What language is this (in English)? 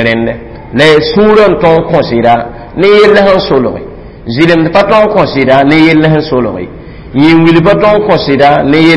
Mossi